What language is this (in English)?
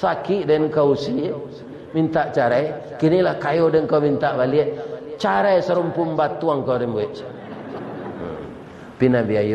Minangkabau